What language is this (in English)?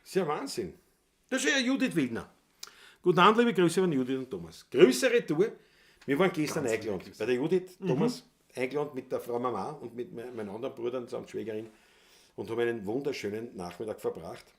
Bavarian